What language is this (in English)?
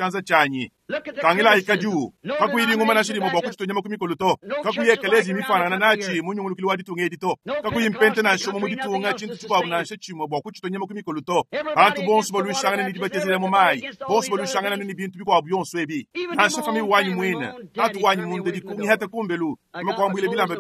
Luba-Lulua